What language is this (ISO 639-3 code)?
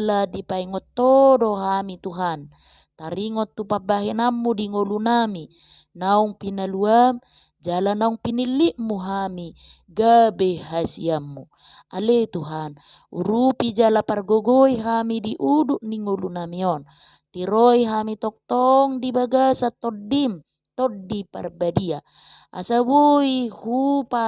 bbc